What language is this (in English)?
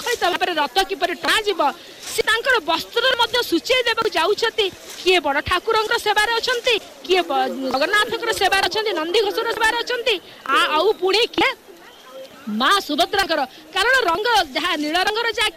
Odia